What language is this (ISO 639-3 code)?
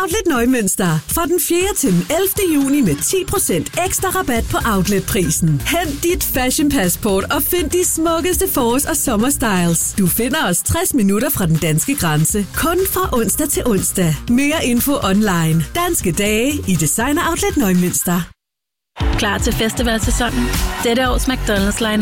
dan